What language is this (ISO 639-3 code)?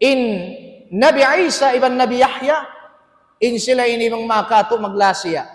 tsg